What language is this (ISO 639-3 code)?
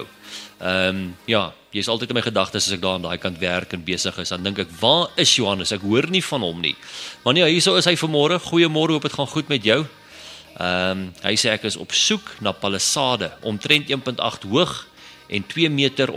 afr